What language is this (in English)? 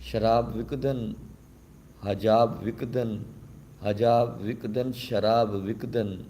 Saraiki